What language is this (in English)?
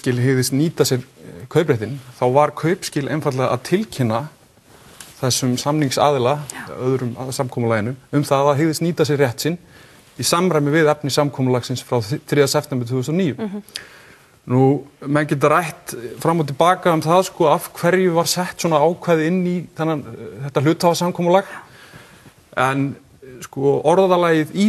Icelandic